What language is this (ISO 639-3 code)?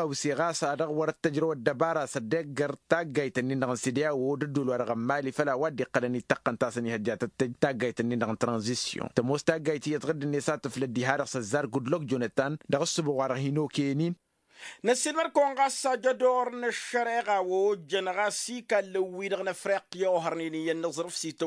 taq